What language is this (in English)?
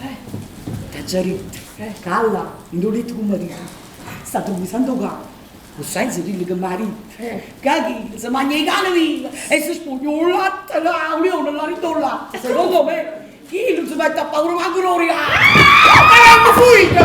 Neapolitan